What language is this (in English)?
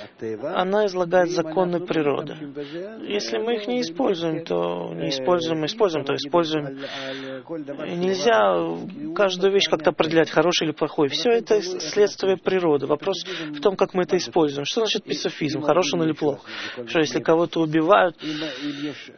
Russian